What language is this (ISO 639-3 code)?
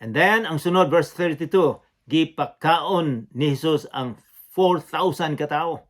ceb